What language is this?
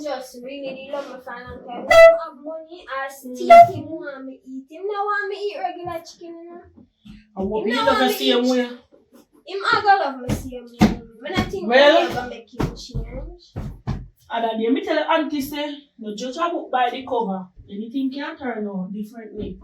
Jamaican Creole English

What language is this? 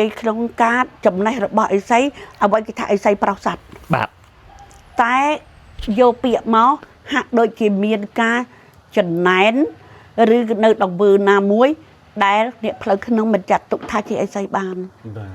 Khmer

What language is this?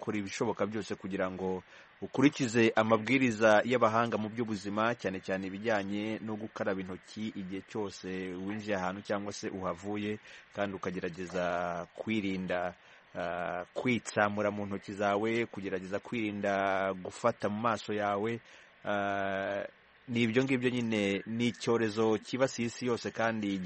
Kinyarwanda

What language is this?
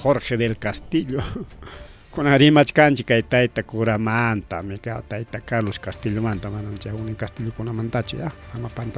Ayacucho Quechua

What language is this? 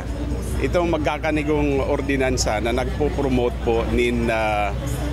Bikol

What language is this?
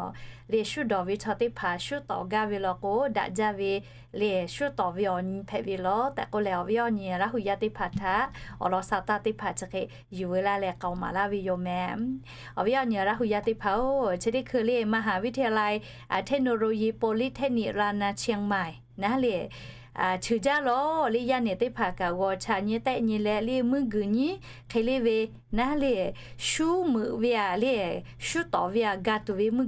Lahu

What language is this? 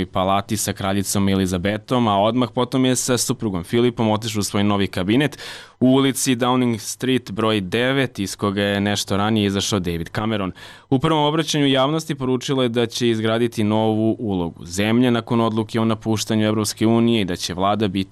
Serbian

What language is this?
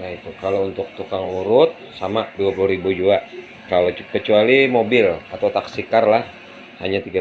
Banjar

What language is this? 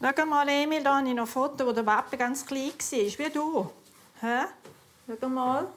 Swiss German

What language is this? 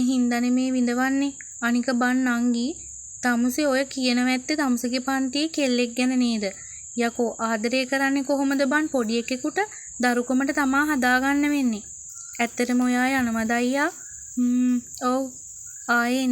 Sinhala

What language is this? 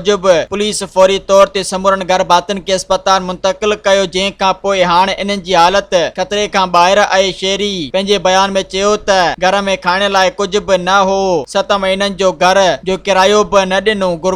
Sindhi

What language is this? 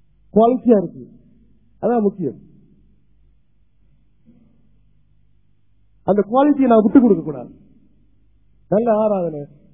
Tamil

